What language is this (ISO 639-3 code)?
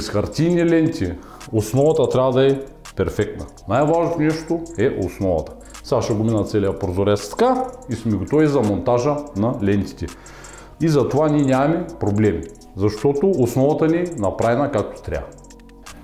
bul